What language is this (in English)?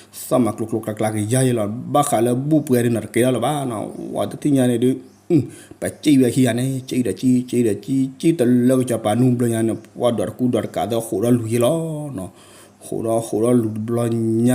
S'gaw Karen